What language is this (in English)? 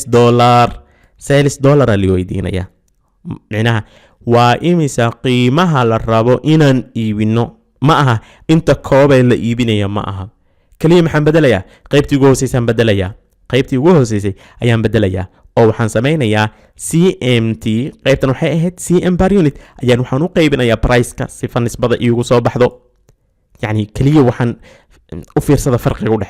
Somali